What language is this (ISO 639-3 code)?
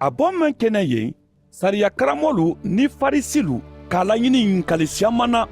man